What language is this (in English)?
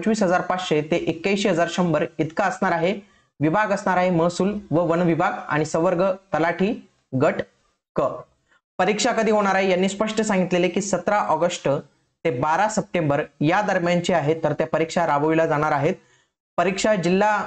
Marathi